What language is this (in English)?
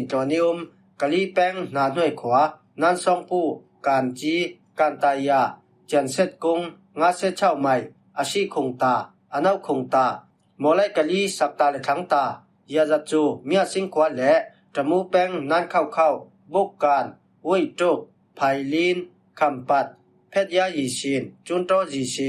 Falam Chin